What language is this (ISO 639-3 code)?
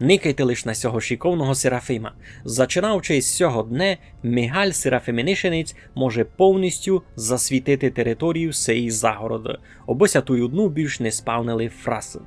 rue